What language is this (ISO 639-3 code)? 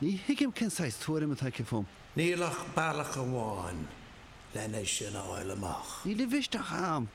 gle